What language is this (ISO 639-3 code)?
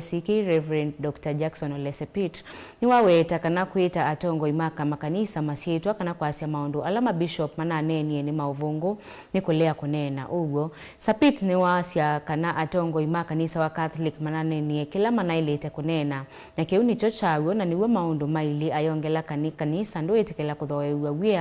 kam